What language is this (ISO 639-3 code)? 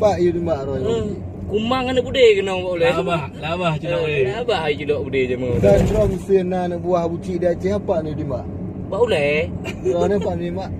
ace